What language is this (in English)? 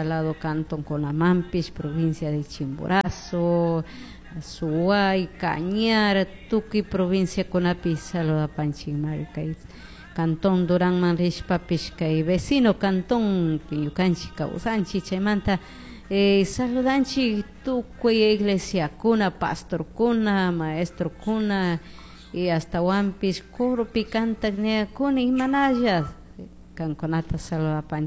Chimborazo Highland Quichua